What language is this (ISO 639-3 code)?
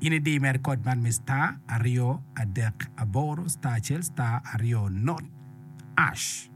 ach